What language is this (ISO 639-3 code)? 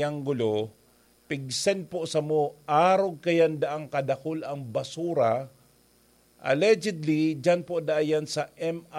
bik